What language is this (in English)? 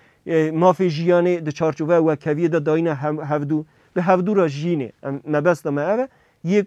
Kurdish